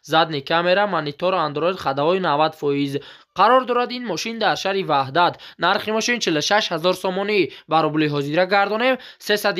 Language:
Tajik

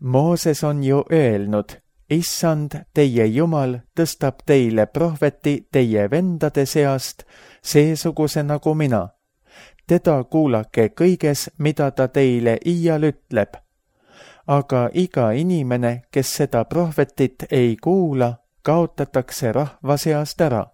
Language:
Estonian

